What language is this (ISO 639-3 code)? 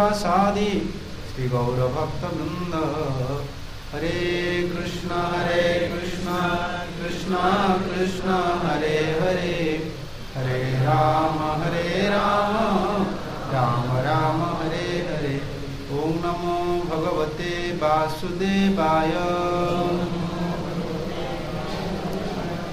ori